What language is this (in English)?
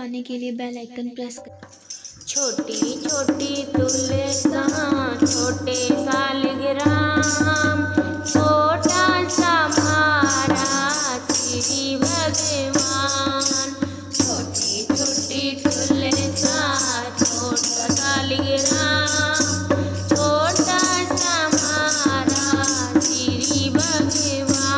Hindi